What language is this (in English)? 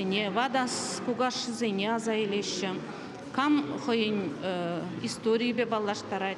Chuvash